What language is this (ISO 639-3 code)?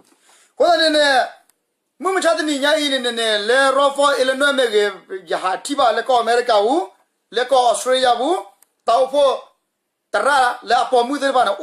ksw